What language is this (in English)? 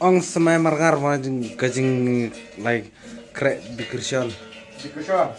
Khasi